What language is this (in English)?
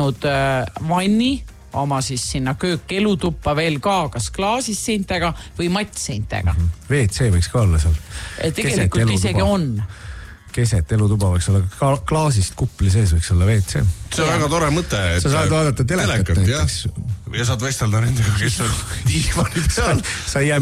Estonian